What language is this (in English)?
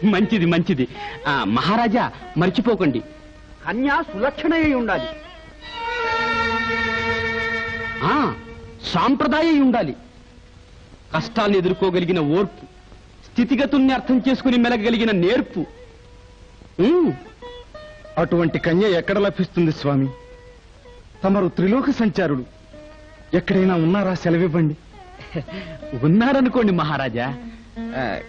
Telugu